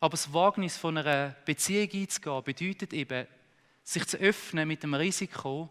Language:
Swiss German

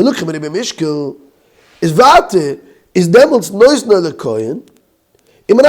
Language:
Yiddish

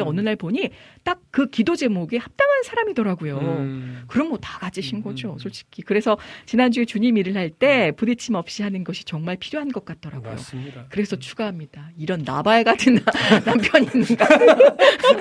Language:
Korean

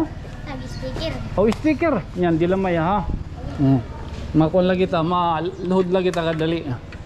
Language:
Waray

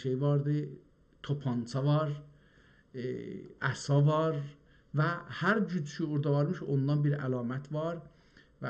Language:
South Azerbaijani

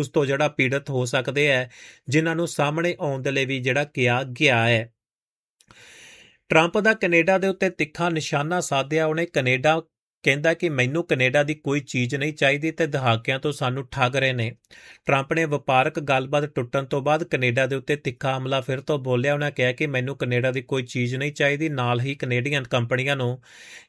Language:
Punjabi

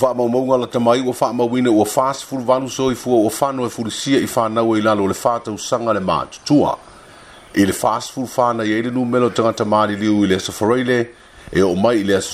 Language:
Samoan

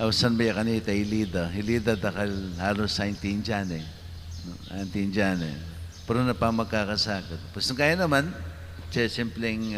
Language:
Pampanga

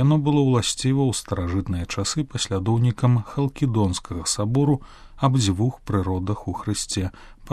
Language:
Belarusian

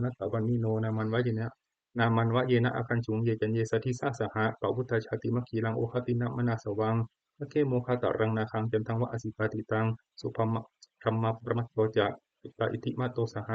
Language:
Pali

